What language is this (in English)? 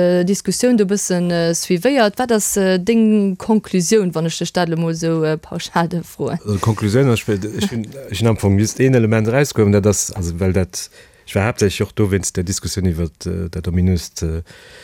Luxembourgish